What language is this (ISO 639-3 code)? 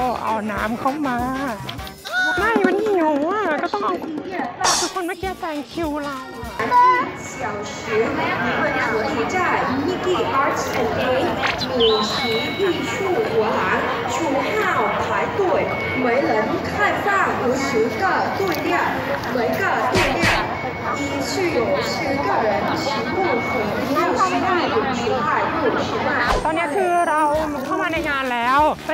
tha